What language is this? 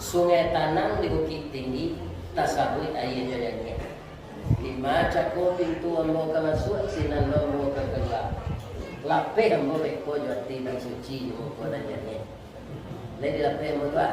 Minangkabau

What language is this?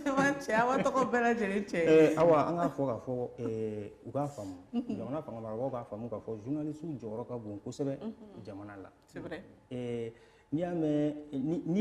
Bambara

